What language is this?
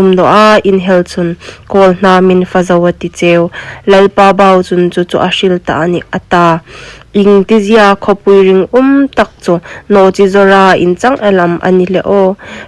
Hmar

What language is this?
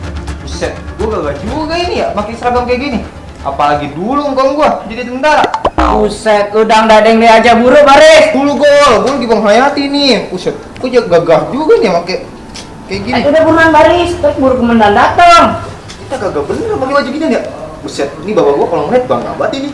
Betawi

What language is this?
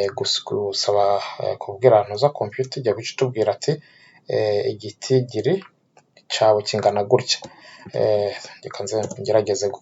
Rundi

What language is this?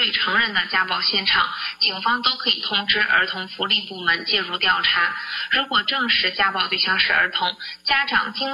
Chinese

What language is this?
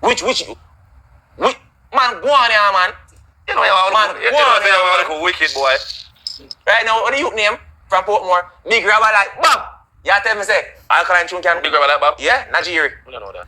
Jamaican Creole English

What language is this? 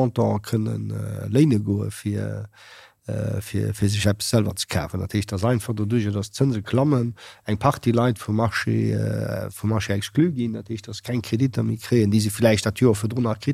Luxembourgish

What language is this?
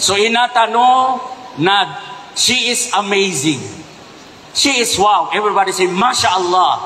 Maranao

